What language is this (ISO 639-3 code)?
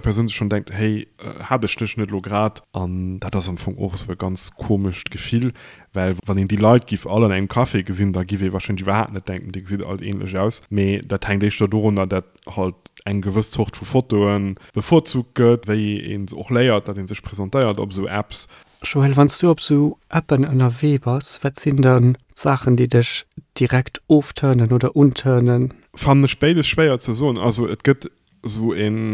ltz